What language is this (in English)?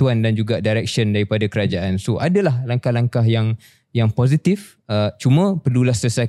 Malay